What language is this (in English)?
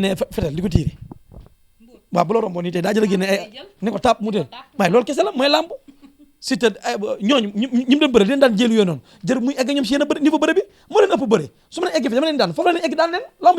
Wolof